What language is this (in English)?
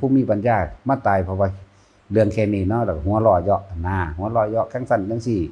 Northeastern Thai